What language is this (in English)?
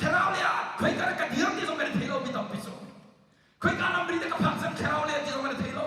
Hakha Chin